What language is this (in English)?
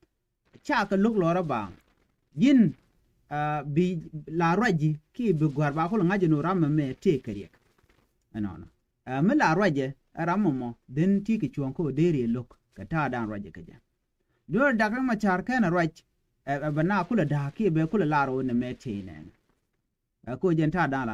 Nuer